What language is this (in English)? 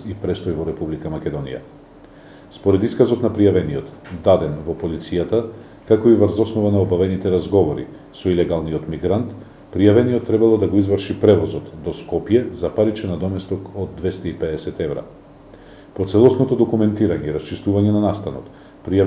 Macedonian